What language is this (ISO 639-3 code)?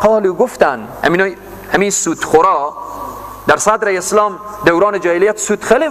fas